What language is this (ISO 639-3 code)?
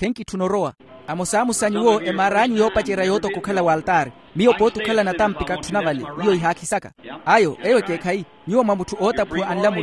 vmw